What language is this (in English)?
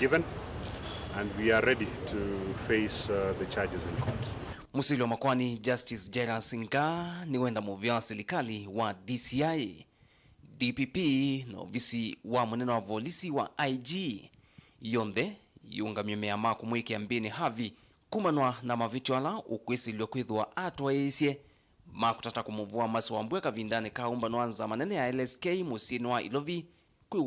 Kamba